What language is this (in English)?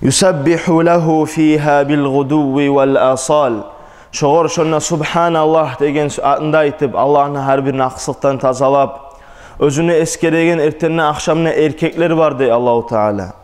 Kumyk